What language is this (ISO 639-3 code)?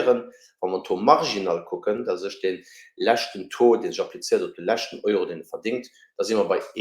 ltz